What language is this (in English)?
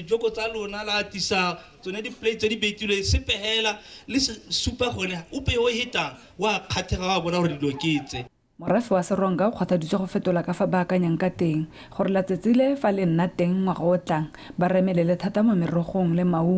Tswana